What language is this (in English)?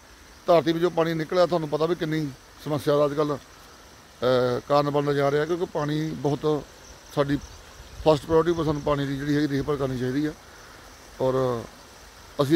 Punjabi